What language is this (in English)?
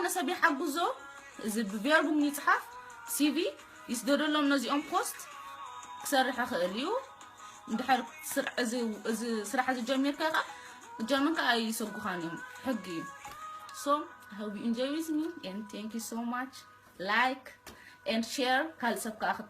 Tigrinya